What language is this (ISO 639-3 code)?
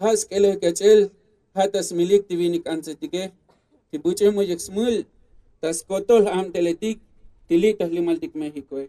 tzo